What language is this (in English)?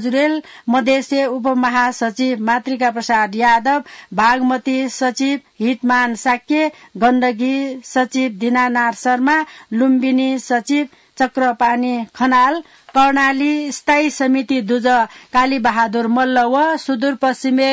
Newari